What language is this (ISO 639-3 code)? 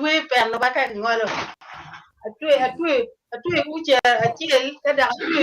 ach